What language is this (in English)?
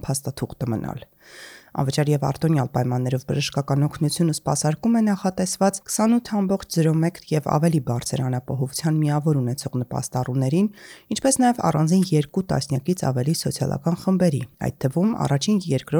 Armenian